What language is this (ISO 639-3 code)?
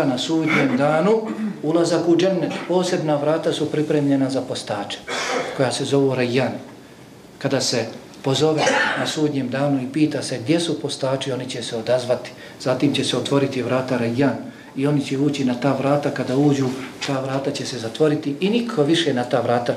bos